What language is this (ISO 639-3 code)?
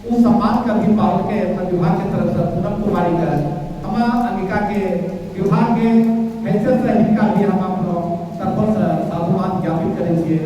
anp